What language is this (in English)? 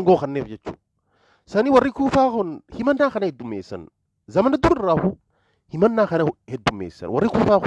Oromo